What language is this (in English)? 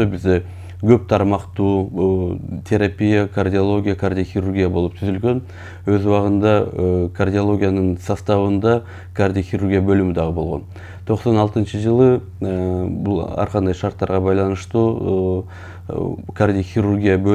Kyrgyz